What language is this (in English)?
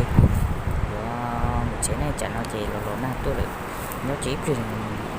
Hmong